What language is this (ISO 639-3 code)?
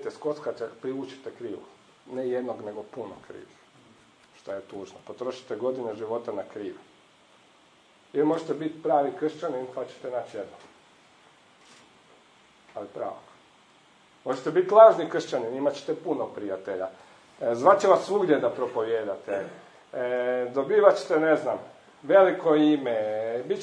hrv